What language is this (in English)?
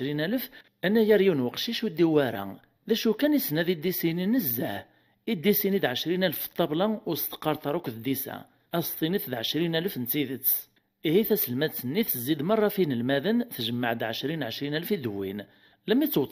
Kabyle